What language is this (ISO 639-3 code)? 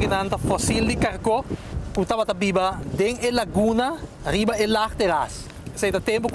pap